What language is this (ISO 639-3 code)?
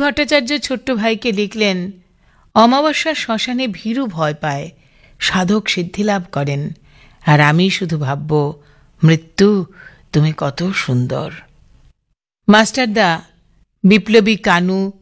ben